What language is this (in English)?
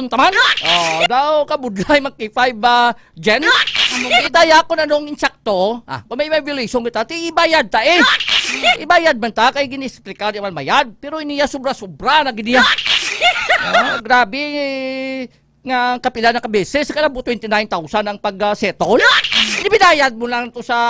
Hiligaynon